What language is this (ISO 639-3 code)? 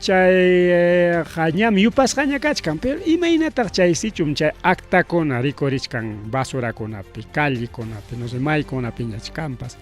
quy